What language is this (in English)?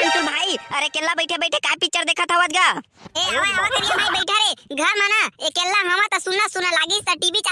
Chhattisgarhi